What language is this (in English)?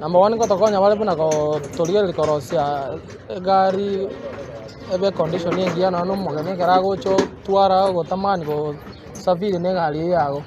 Gusii